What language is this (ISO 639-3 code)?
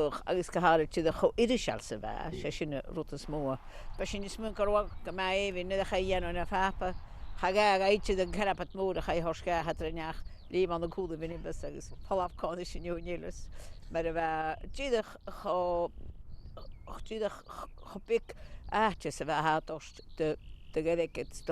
gla